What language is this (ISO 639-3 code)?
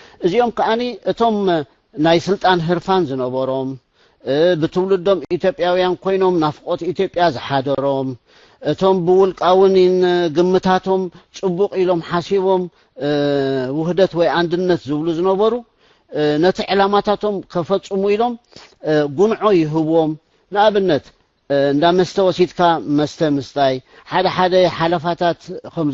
tir